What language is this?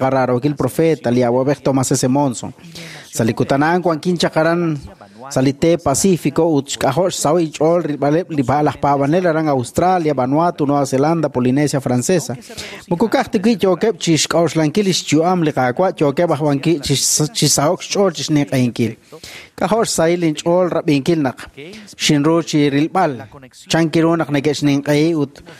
Kekchí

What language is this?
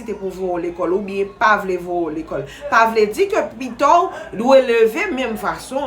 Haitian Creole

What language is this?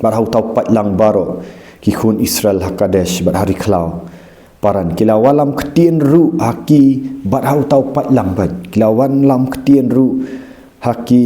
Khasi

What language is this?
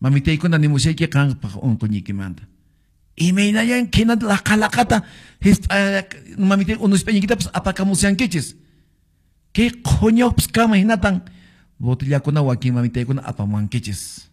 Quechua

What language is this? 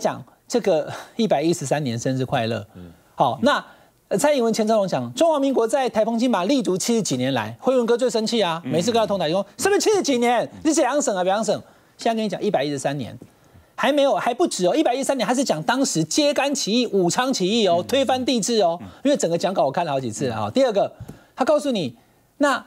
Chinese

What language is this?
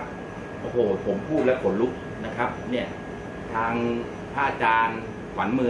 Thai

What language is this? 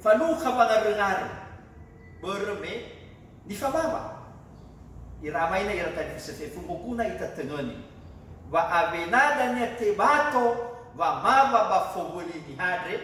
Nias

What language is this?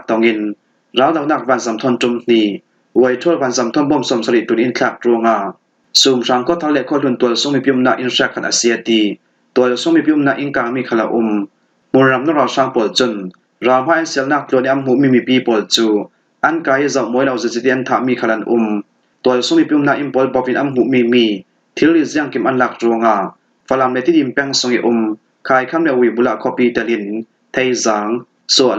Falam Chin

